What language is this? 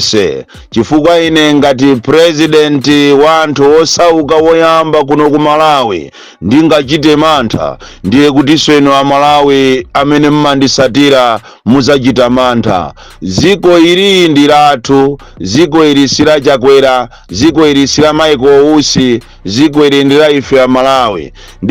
Nyanja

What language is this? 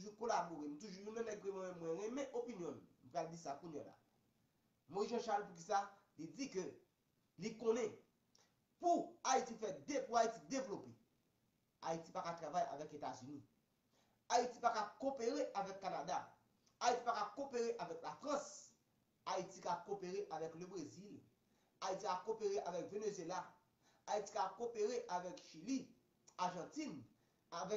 Haitian Creole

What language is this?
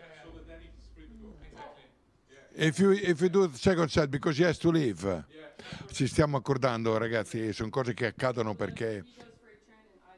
Italian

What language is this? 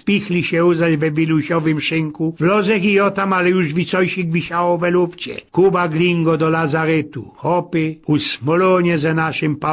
Silesian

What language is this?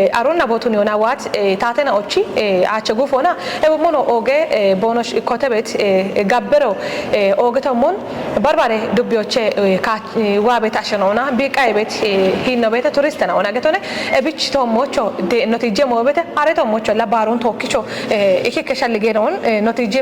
Kafa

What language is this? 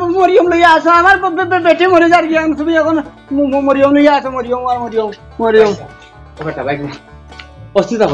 Sylheti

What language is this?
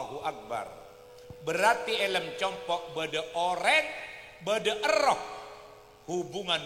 Madurese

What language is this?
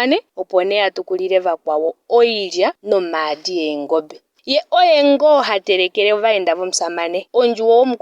Ndonga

